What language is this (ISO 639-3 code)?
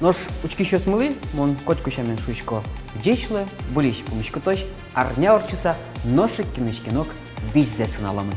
udm